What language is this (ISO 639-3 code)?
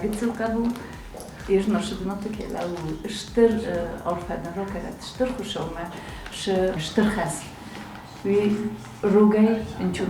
oss